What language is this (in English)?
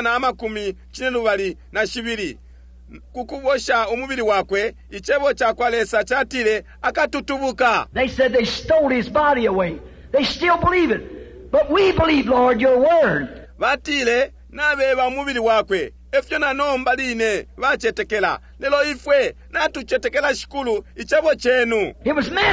Bemba